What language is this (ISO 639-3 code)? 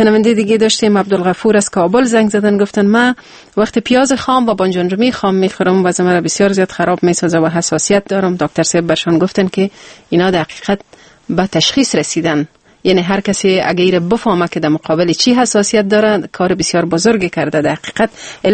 fas